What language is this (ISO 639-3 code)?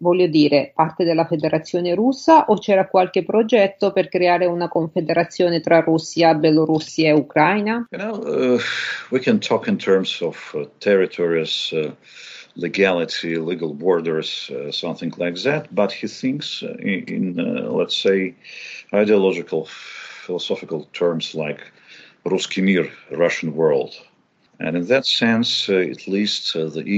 ita